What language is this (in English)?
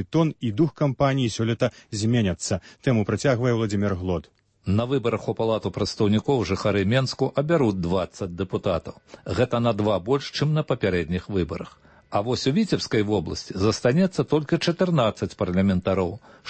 Belarusian